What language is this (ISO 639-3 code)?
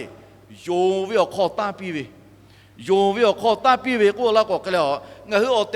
lhu